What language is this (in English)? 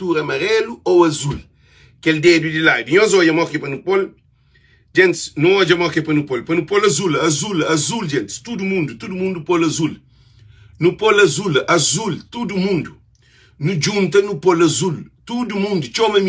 Kabuverdianu